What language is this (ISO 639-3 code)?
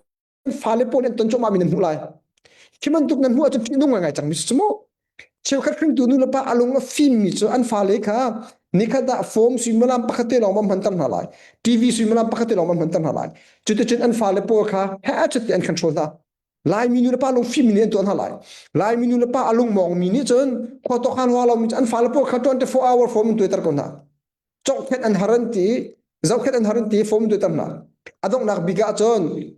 cnh